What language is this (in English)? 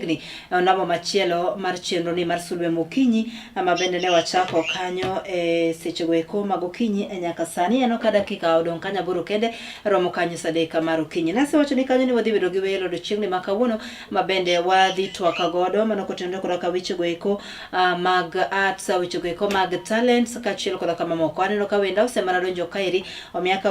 Luo (Kenya and Tanzania)